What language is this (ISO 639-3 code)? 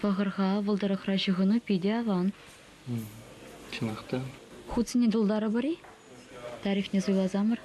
chv